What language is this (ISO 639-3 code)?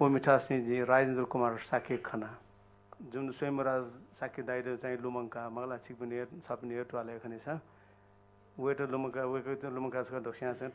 new